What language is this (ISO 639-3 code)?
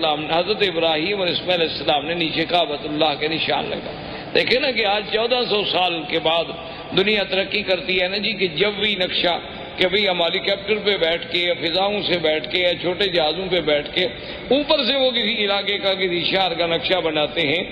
urd